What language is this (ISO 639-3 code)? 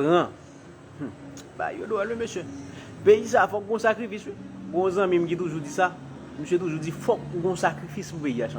hat